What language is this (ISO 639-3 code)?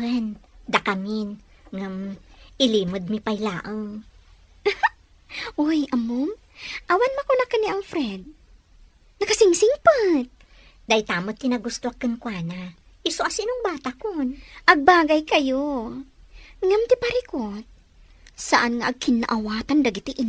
ilo